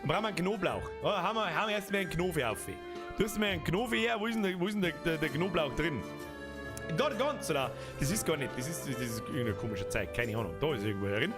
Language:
Bavarian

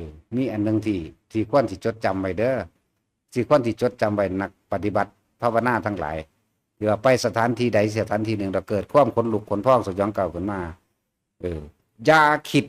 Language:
Northeastern Thai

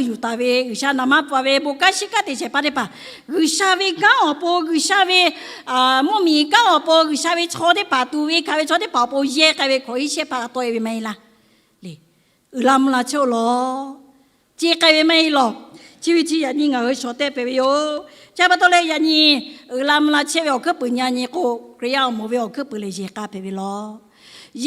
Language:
Lahu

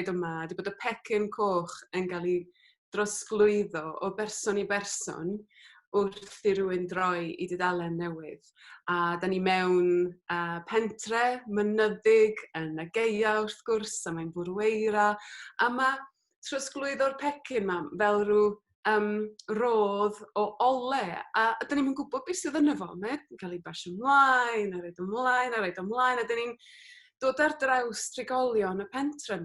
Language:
Welsh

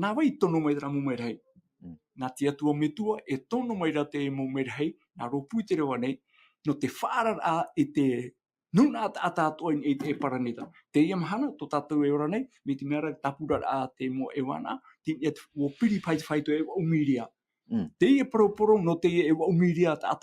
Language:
Tahitian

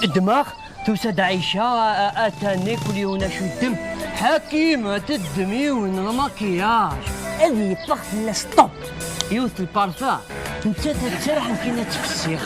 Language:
Kabyle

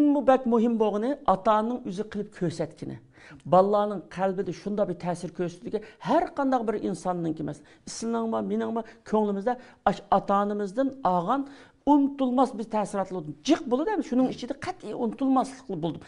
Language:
Uyghur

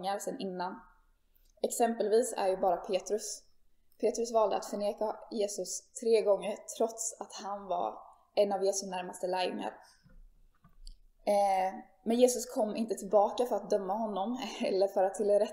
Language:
Swedish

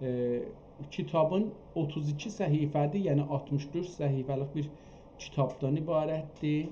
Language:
South Azerbaijani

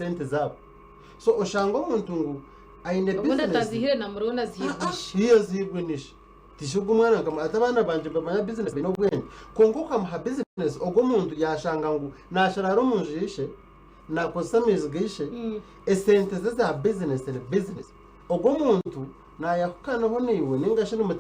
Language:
Nyankole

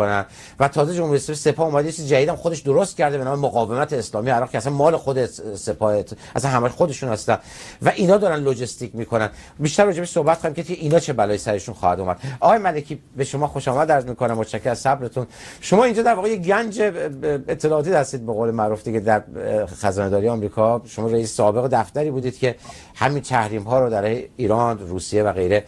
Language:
Persian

